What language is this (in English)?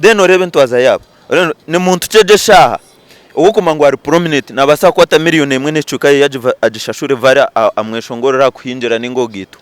Nyankole